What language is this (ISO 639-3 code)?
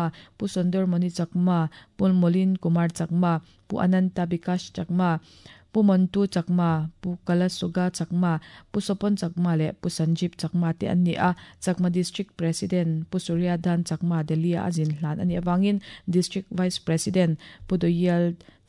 lus